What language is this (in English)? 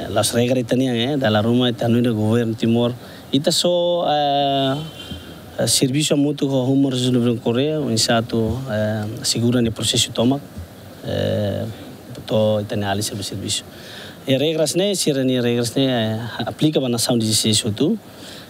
Tetum